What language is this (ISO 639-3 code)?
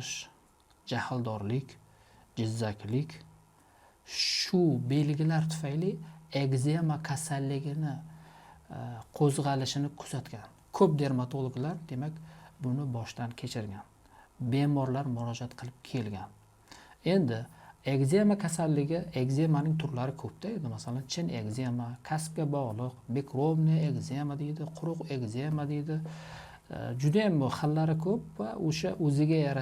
uzb